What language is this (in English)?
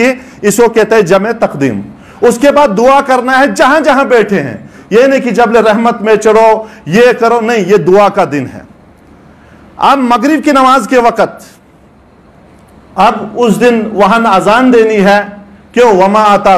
Urdu